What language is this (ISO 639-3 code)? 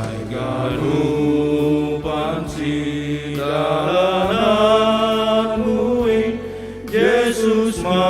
bts